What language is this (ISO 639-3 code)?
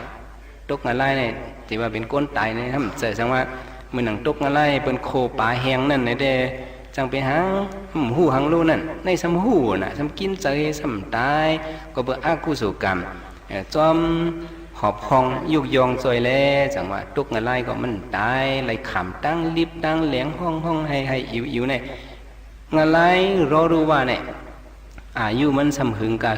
shn